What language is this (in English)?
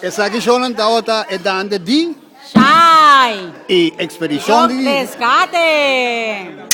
Papiamento